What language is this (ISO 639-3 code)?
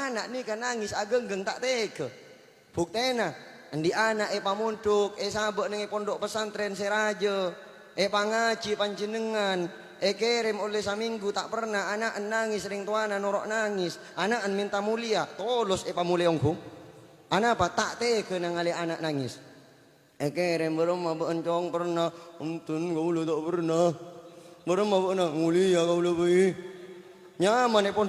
mad